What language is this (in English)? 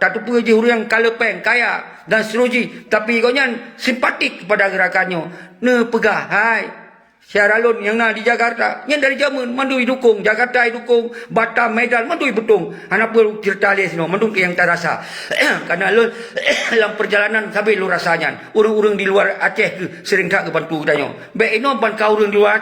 Achinese